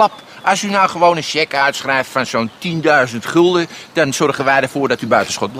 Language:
Dutch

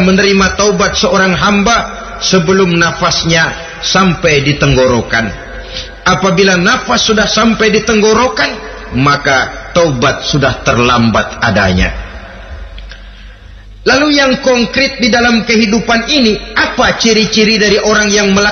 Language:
Indonesian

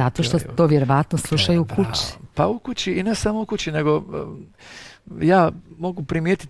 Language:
Bosnian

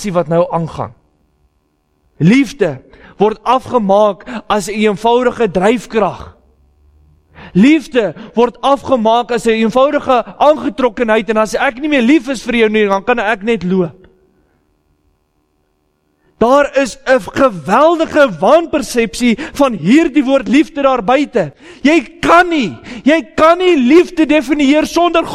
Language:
Afrikaans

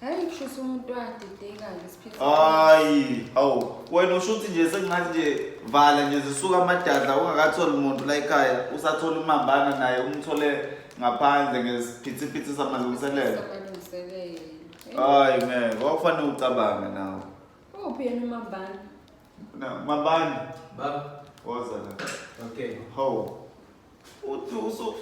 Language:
Zulu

